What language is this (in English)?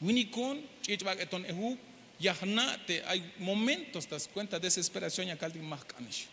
Tzeltal